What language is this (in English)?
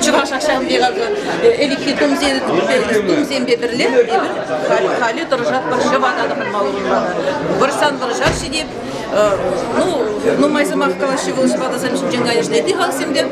Chuvash